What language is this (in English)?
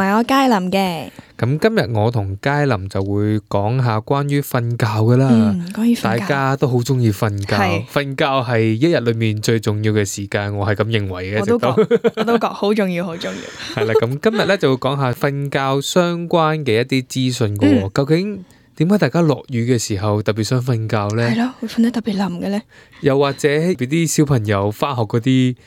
Cantonese